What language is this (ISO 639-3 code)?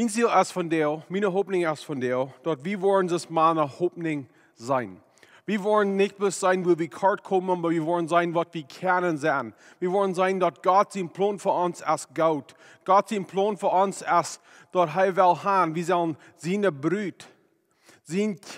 pdt